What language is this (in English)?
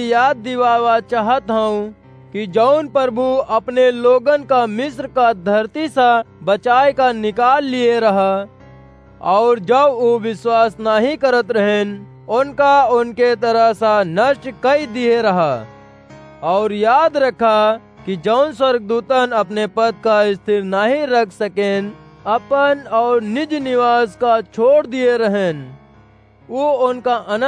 Awadhi